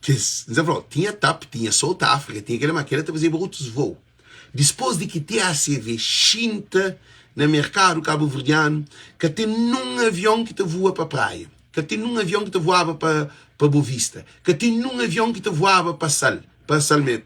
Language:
Kabuverdianu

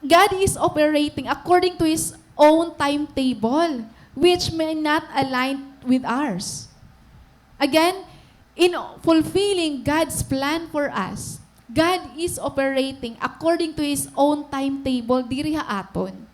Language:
Waray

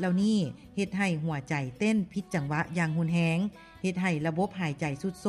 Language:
Lao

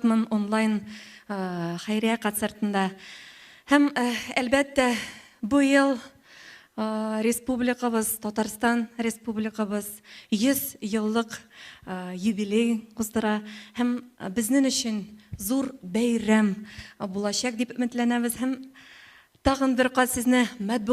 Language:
Tatar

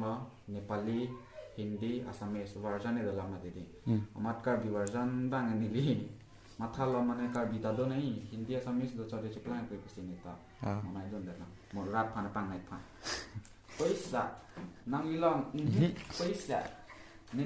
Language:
Karbi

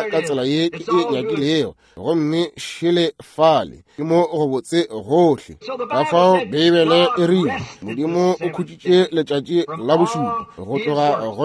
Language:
Northern Sotho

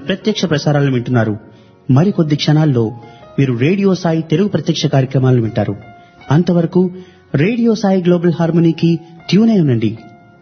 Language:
Telugu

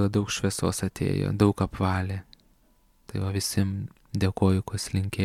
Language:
Lithuanian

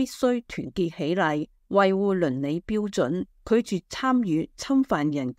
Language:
Cantonese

